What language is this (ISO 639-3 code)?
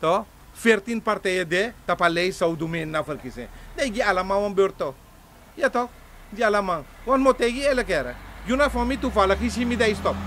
srn